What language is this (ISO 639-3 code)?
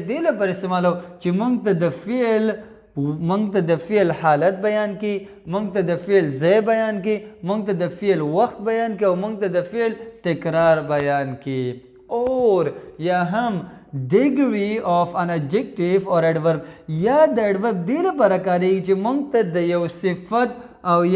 pus